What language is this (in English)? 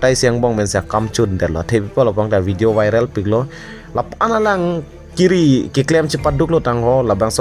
Karbi